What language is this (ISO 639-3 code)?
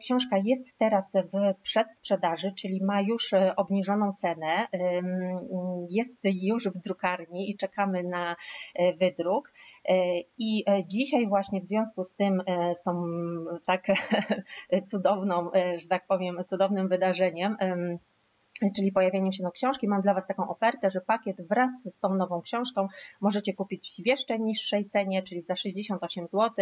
pol